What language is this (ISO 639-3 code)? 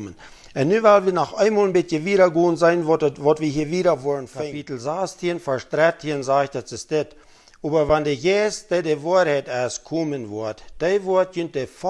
pdt